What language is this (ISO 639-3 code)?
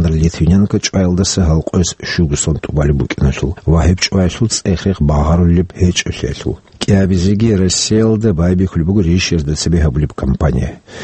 ava